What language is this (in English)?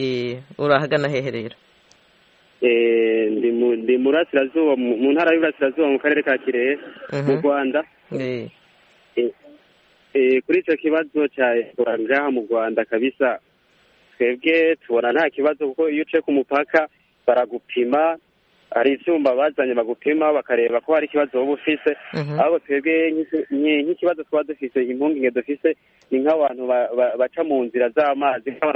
Kinyarwanda